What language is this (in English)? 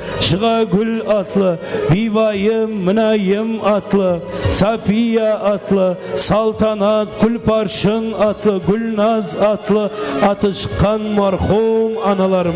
Kara-Kalpak